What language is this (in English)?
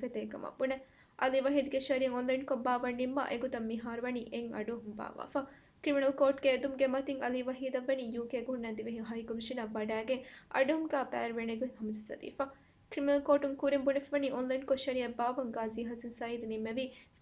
Divehi